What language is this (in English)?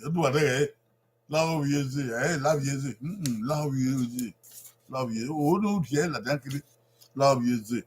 Bini